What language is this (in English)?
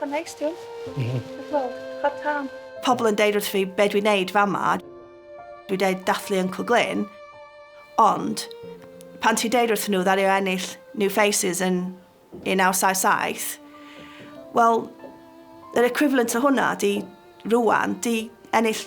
Welsh